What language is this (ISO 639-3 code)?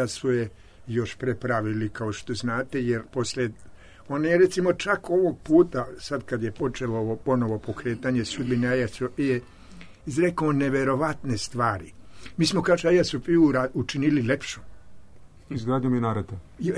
srp